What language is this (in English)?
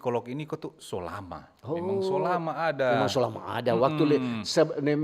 Manado Malay